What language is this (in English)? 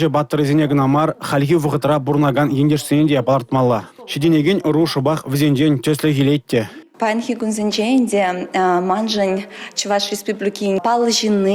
Chuvash